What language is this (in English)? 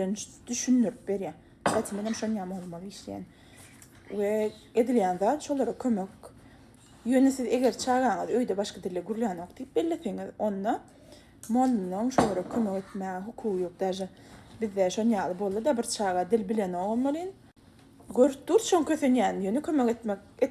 Turkmen